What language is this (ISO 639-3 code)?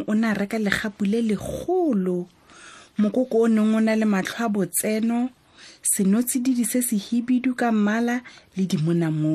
tsn